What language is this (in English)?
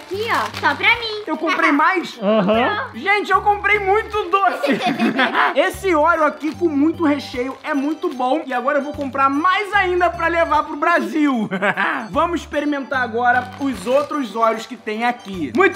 Portuguese